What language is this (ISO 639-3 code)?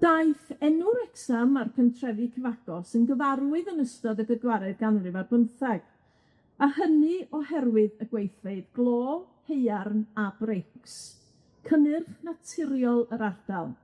cym